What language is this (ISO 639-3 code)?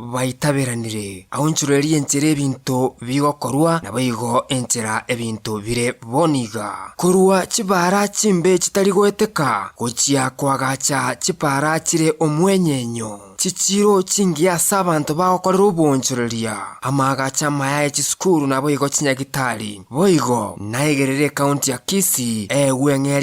guz